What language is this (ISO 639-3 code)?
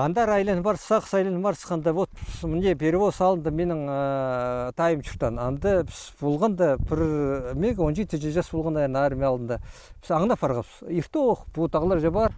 kjh